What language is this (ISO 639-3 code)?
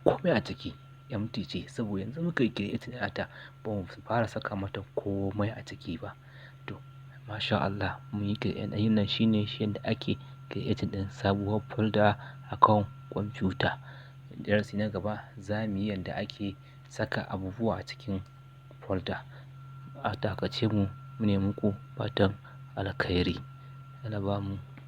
hau